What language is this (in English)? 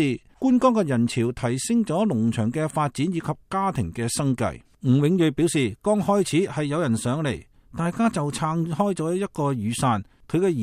Cantonese